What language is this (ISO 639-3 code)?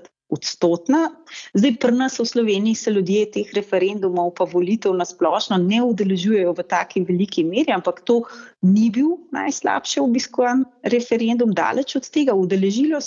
slv